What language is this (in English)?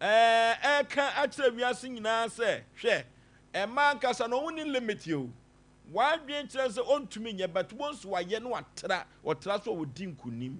Akan